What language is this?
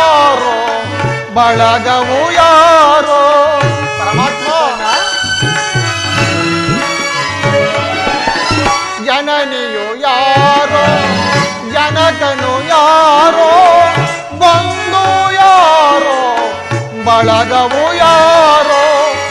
Kannada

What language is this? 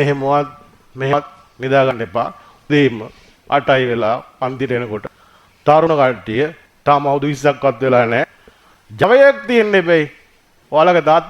Sinhala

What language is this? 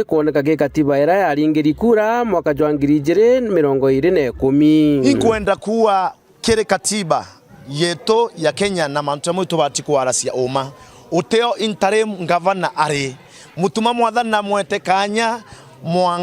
Meru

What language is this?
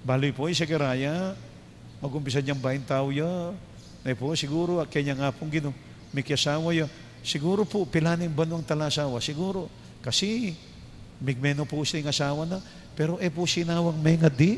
Pampanga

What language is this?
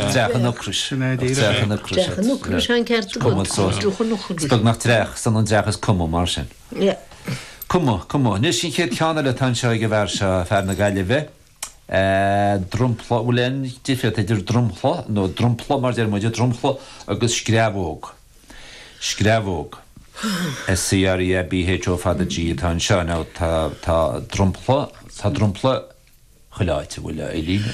Irish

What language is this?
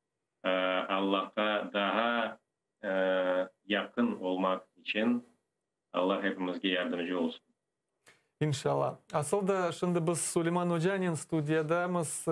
Crimean Tatar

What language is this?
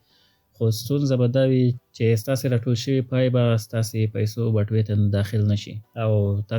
Pashto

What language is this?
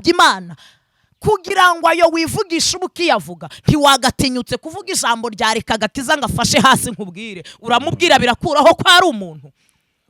Kinyarwanda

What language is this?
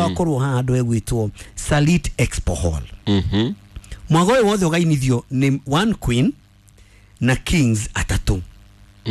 Kikuyu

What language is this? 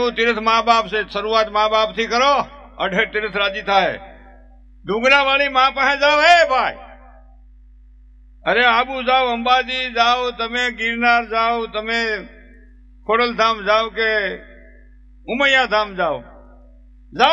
Gujarati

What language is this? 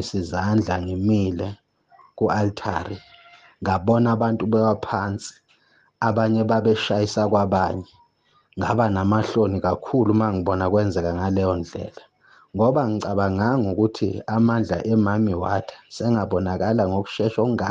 Zulu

